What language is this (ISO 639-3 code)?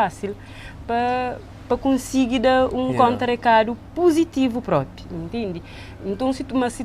kea